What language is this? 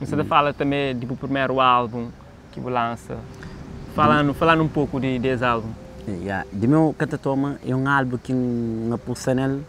Kabuverdianu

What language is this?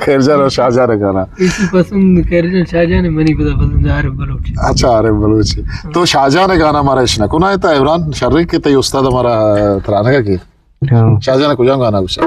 Eastern Balochi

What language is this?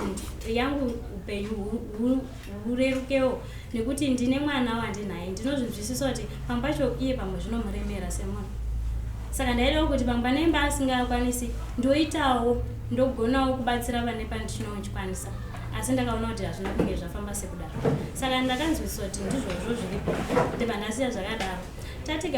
Shona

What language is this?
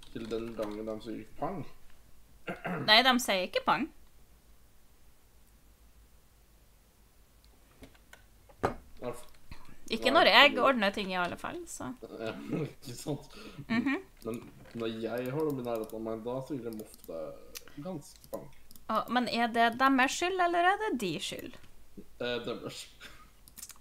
Norwegian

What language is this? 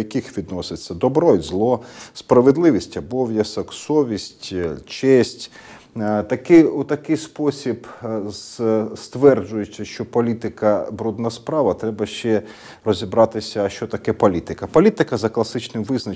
Ukrainian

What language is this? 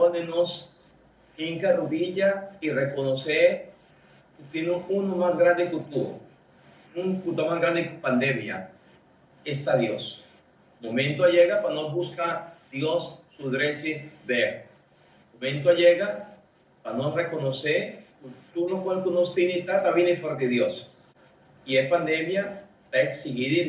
Papiamento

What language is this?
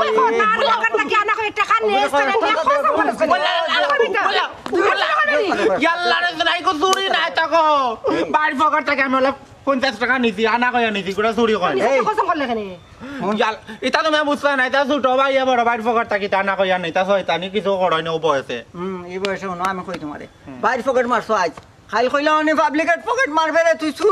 Sylheti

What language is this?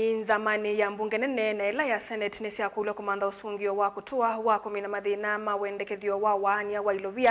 Kamba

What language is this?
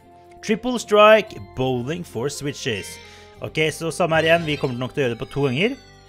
Norwegian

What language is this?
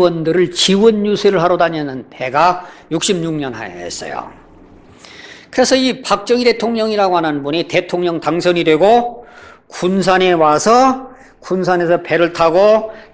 Korean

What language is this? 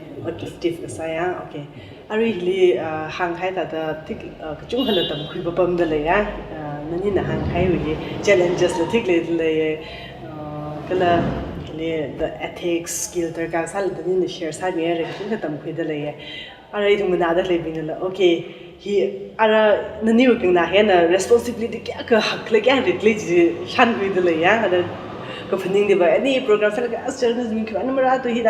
Tangkhul Naga (India)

